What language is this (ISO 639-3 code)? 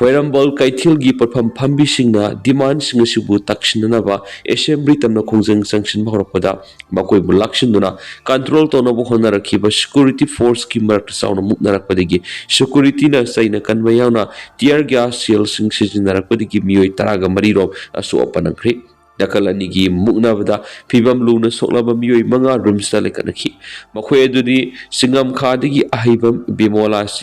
mni